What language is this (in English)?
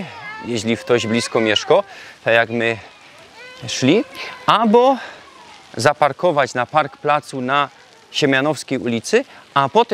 Silesian